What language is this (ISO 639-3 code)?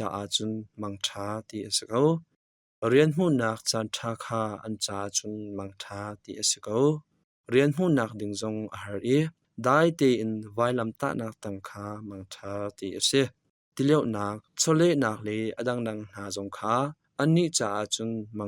cnh